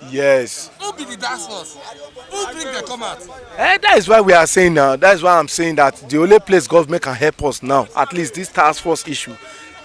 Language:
Nigerian Pidgin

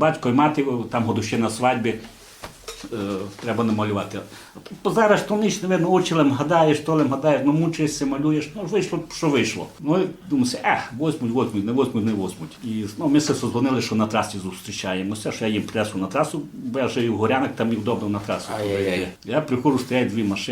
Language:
Rusyn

